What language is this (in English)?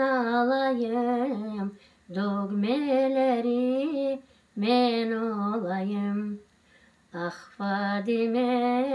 Crimean Tatar